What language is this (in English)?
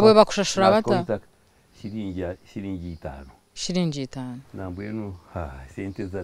Nyankole